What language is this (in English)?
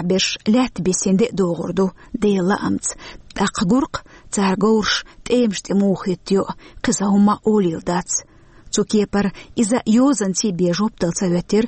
Chechen